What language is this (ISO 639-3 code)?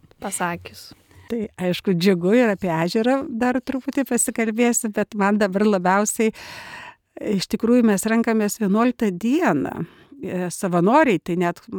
lit